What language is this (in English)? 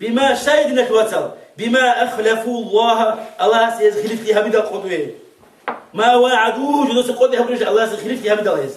Avaric